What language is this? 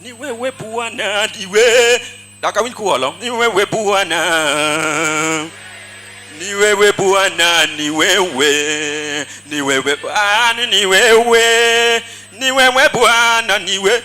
Luo (Kenya and Tanzania)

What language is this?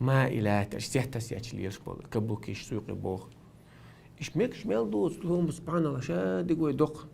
Chechen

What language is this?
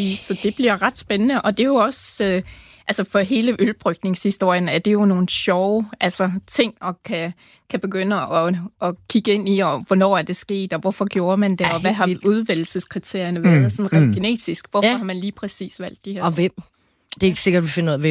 Danish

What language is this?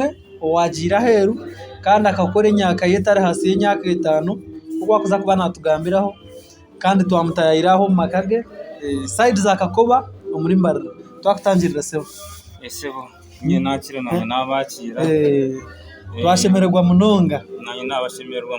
Nyankole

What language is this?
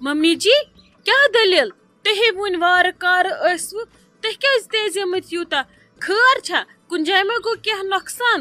Kashmiri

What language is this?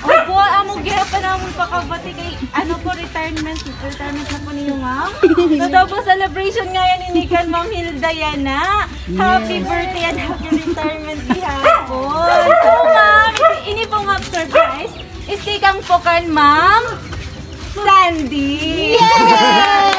Waray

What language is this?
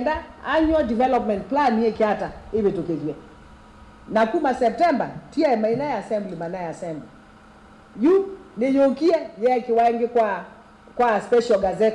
Kamba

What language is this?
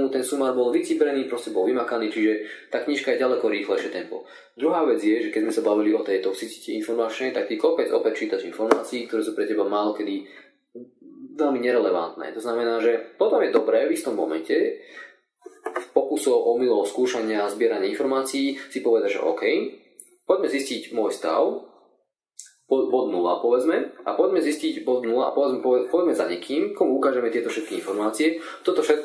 Slovak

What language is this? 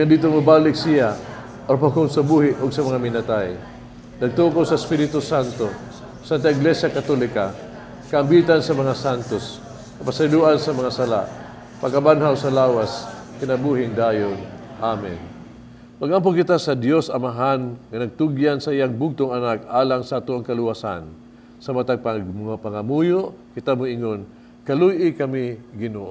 Cebuano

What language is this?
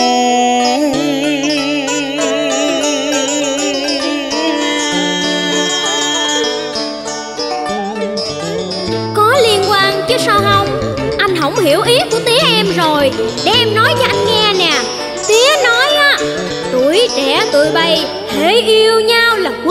Vietnamese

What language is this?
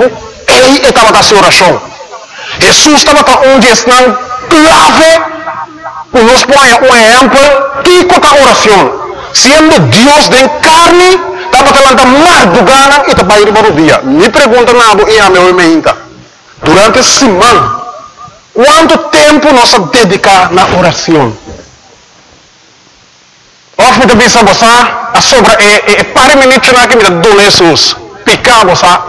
Papiamento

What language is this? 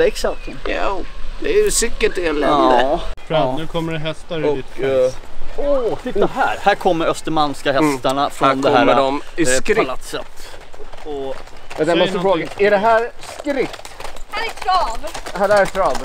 Swedish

